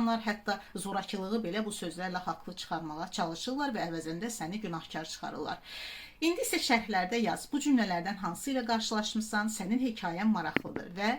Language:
Azerbaijani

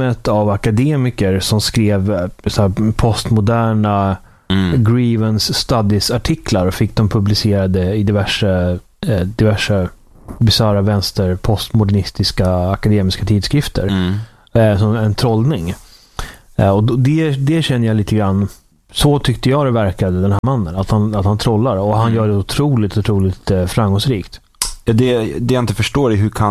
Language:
Swedish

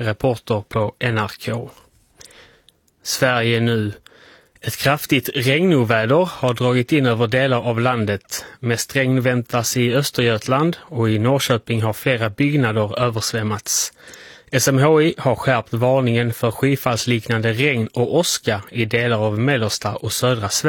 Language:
Swedish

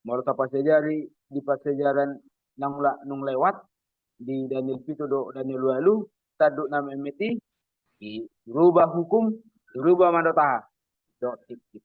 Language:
Batak Toba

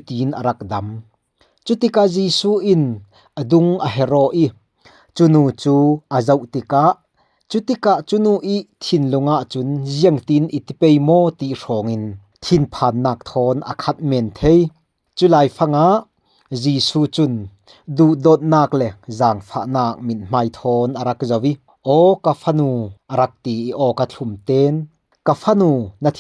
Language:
Falam Chin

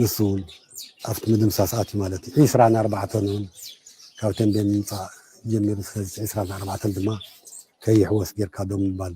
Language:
Tigrinya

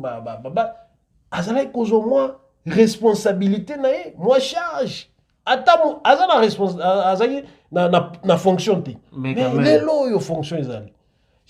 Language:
Lingala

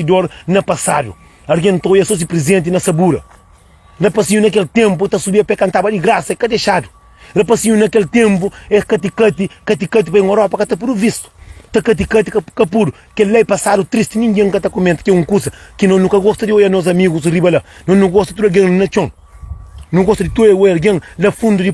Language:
Kabuverdianu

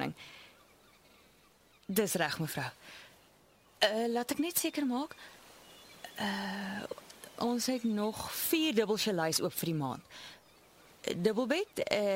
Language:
Afrikaans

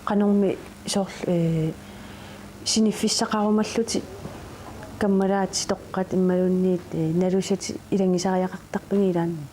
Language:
Kalaallisut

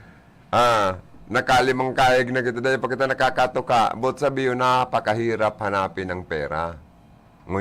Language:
Bikol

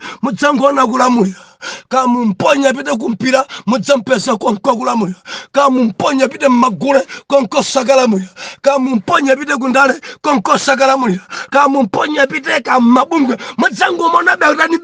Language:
Nyanja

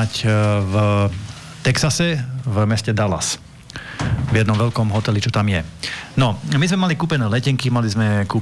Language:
Slovak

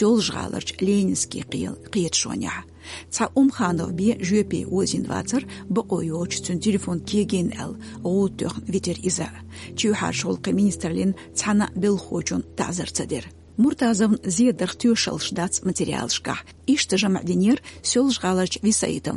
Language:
Chechen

